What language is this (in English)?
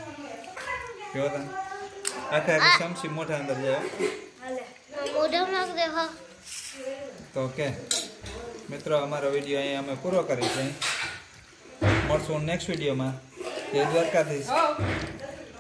Gujarati